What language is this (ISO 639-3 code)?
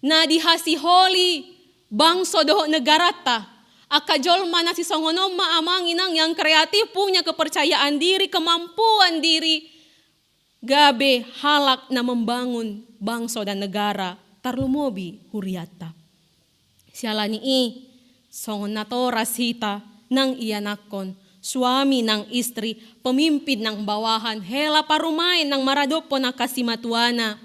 bbc